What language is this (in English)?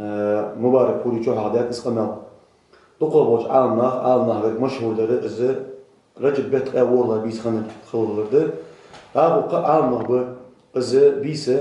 Ingush